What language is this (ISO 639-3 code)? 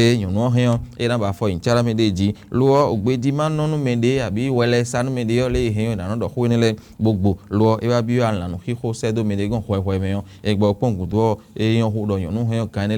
fon